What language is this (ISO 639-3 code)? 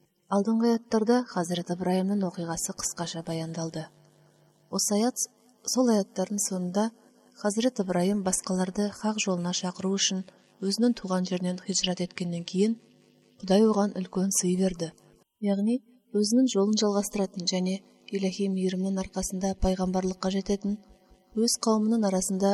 kaz